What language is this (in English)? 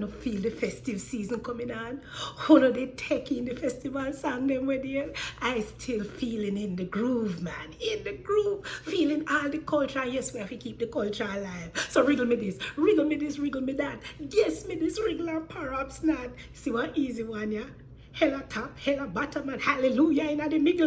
Jamaican Creole English